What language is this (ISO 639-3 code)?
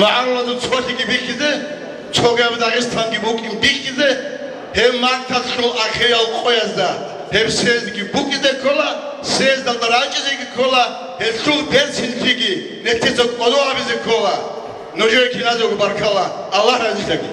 ava